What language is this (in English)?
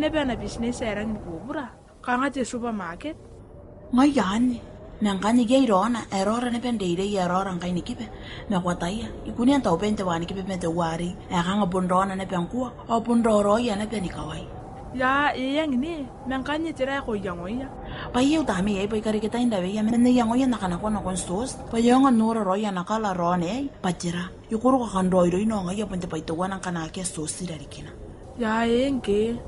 Gilbertese